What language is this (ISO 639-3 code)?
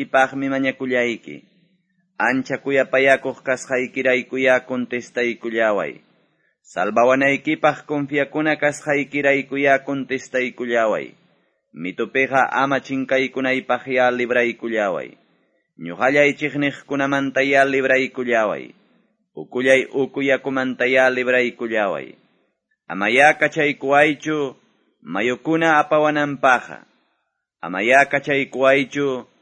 que